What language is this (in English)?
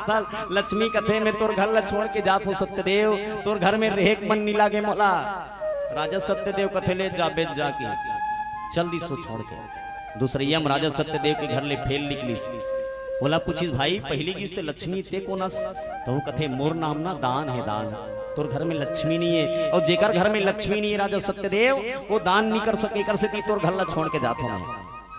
Chhattisgarhi